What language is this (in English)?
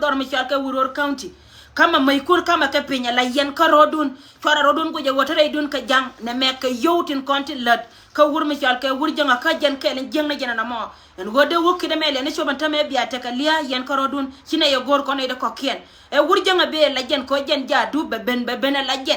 Nuer